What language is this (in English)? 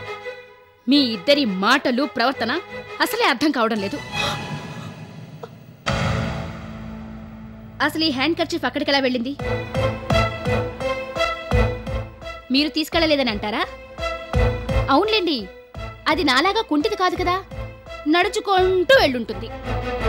Telugu